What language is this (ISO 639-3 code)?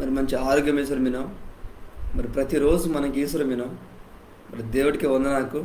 kff